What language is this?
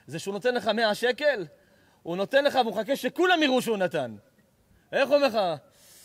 Hebrew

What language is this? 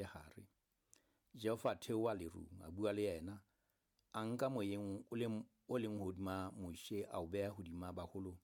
Southern Sotho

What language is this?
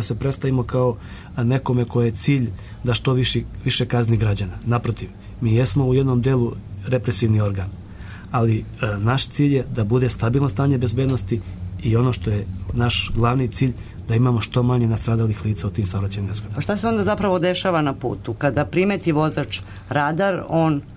Serbian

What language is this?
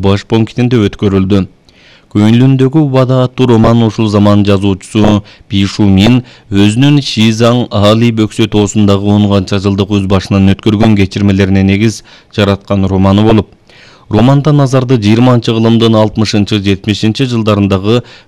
Kyrgyz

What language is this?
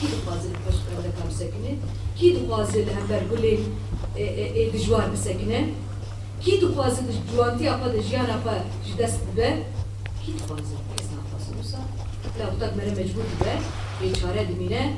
Kurdish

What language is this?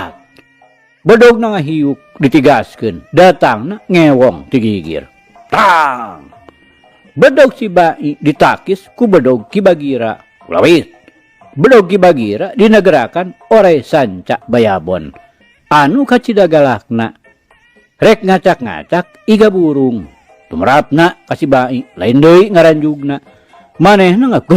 Sundanese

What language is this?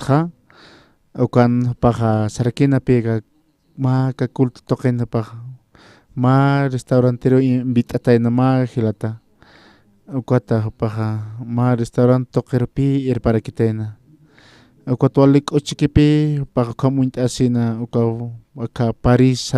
Aymara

